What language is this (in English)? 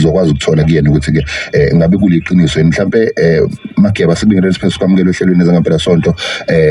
Zulu